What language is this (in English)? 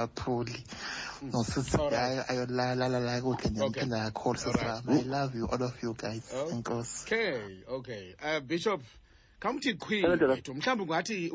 Xhosa